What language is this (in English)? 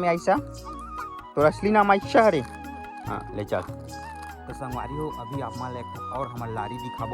Chhattisgarhi